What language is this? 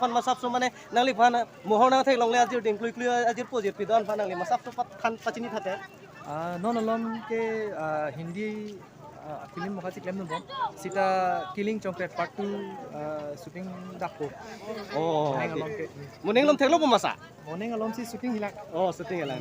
Karbi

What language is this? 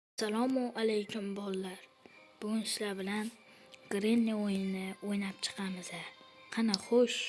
Uzbek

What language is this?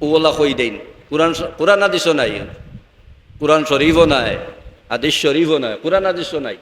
Sylheti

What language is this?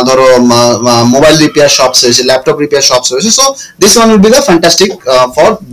Bangla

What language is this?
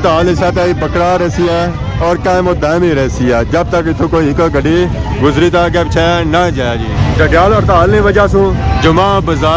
Pahari-Potwari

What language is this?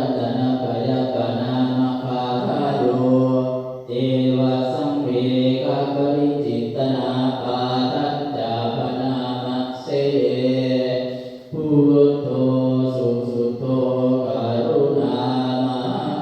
Pali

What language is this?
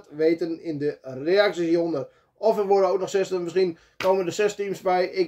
Dutch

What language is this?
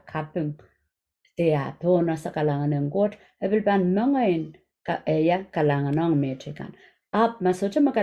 Pohnpeian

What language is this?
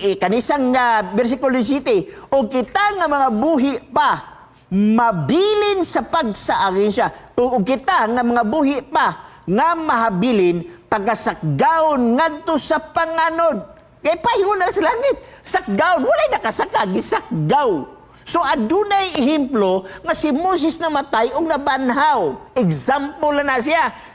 Cebuano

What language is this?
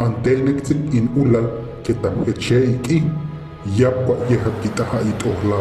Huastec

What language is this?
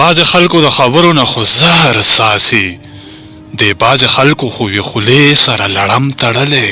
Pashto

